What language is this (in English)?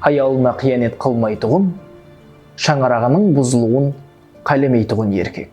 Kara-Kalpak